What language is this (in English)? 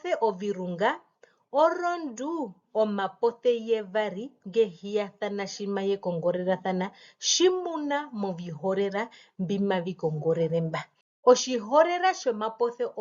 Herero